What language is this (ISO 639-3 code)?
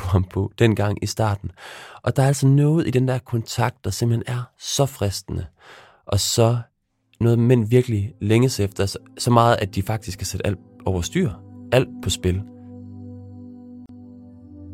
dan